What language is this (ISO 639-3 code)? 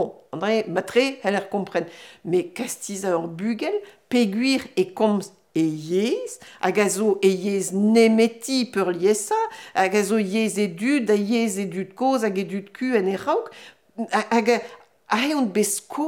bre